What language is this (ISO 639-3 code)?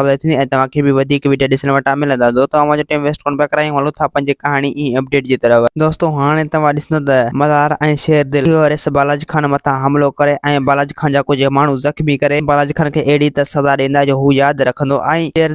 snd